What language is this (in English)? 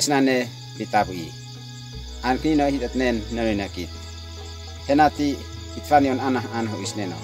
Uab Meto